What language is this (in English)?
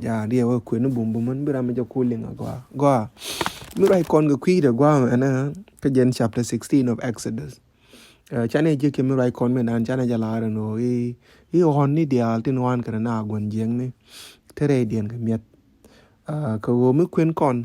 Nuer